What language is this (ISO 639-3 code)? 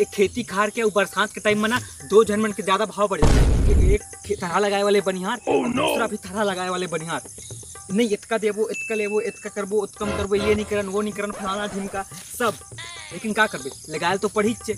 hne